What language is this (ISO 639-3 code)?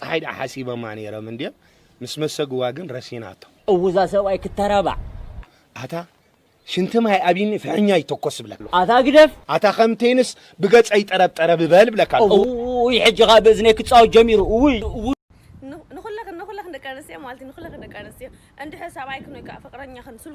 tir